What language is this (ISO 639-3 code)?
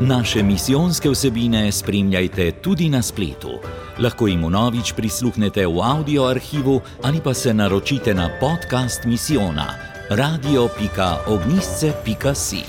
slv